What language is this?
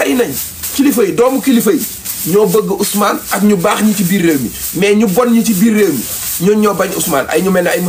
Wolof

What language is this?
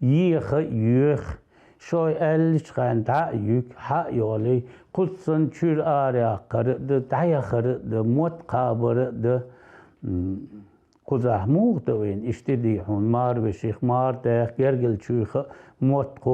Chechen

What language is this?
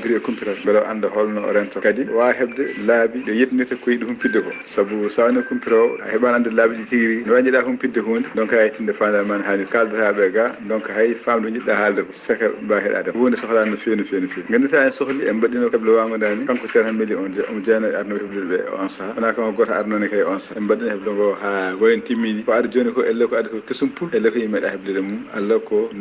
Fula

